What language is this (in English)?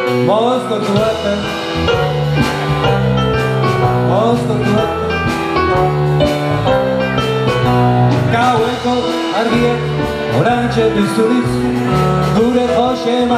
Basque